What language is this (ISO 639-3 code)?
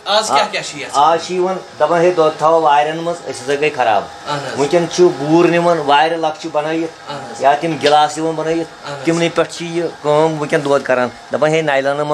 kas